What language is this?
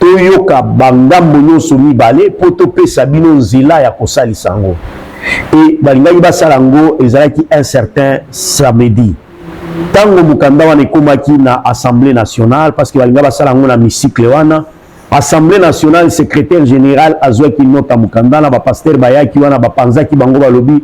Lingala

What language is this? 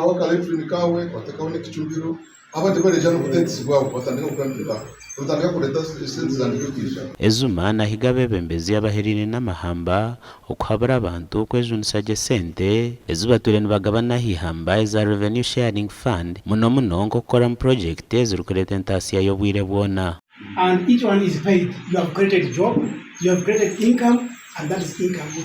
Nyankole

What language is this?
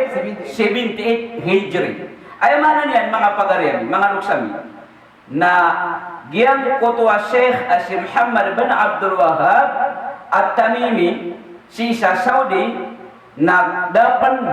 Maranao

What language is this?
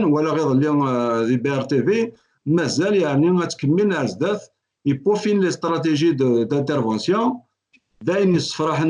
Kabyle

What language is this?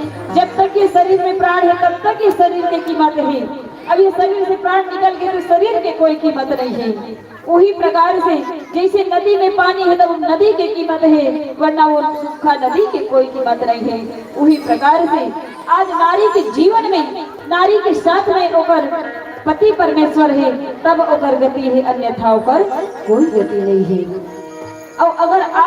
Chhattisgarhi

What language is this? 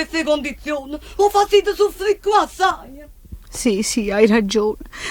Neapolitan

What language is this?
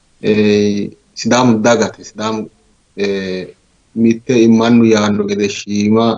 Sidamo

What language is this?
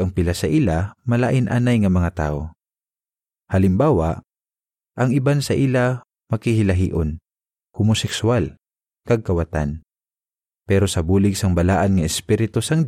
Hiligaynon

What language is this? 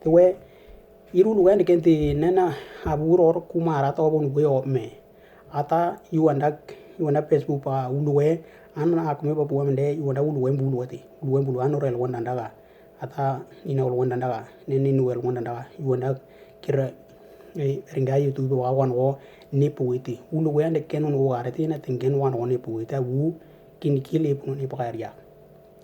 Western Dani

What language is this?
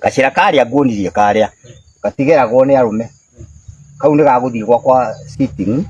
Kikuyu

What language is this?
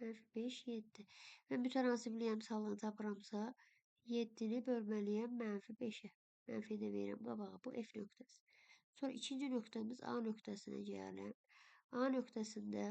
Azerbaijani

